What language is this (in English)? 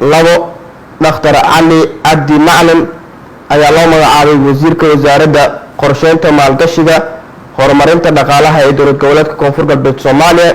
Somali